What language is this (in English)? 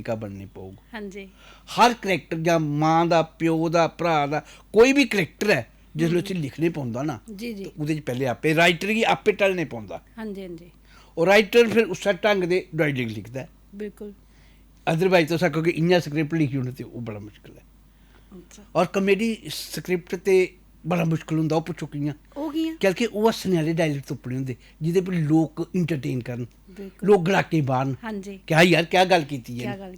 Dogri